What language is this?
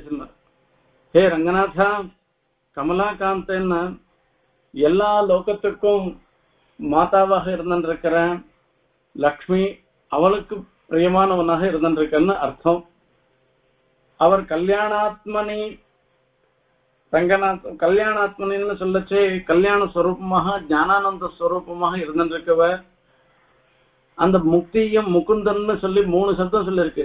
Tamil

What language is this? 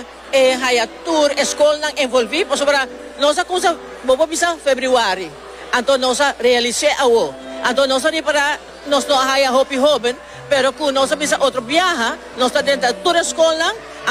Papiamento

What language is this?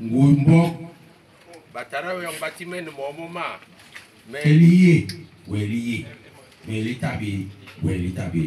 Basaa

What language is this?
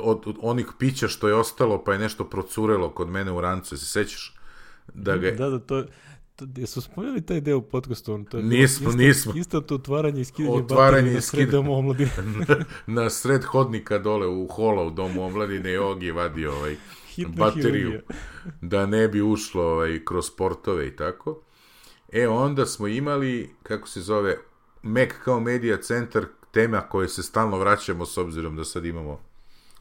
Serbian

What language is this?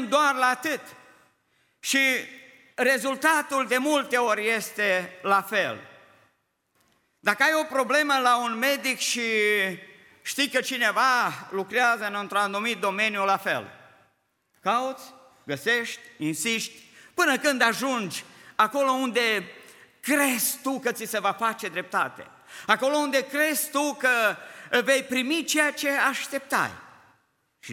Romanian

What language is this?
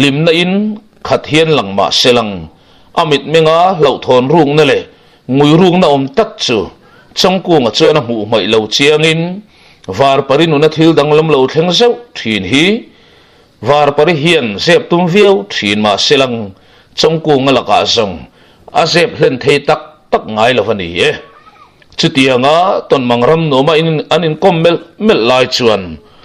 Mizo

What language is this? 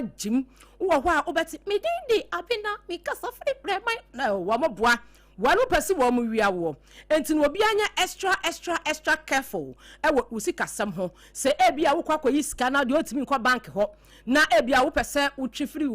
Akan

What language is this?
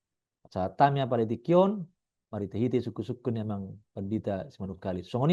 Batak Toba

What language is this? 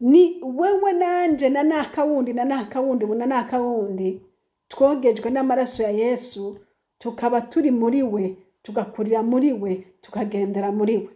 Rundi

